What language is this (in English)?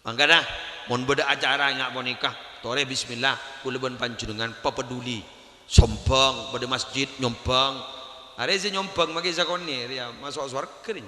Madurese